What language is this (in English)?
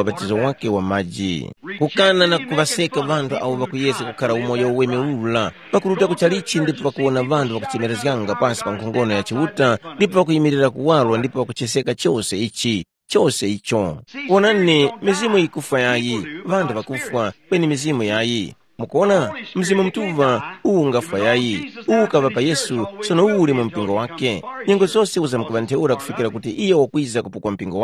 Tumbuka